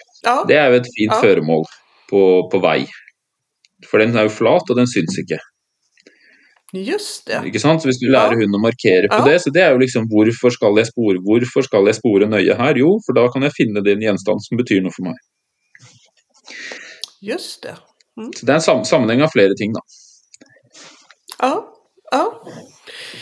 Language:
Norwegian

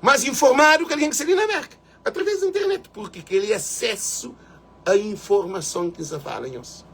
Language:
Kabuverdianu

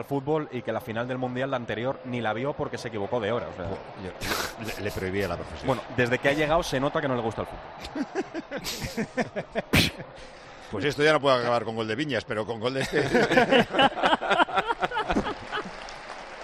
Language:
Spanish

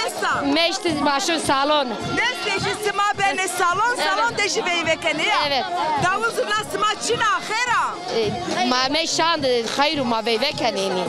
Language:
Zaza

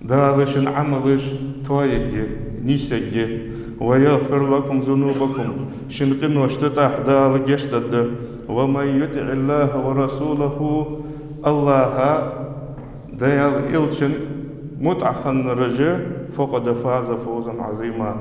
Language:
Ingush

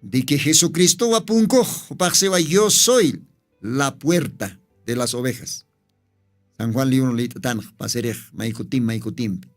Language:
Aymara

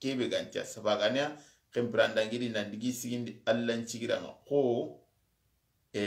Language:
Soninke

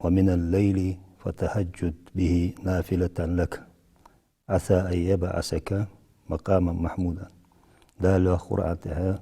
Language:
Ingush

